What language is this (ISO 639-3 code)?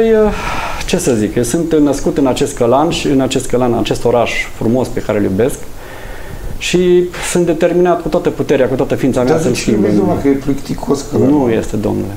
ron